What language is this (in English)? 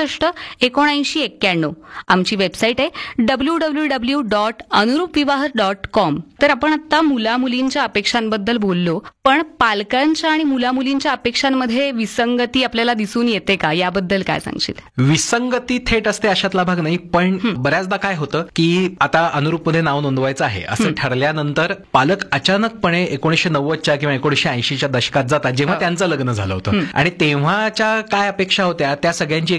Marathi